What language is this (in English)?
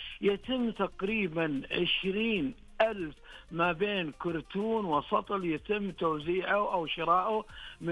Najdi Arabic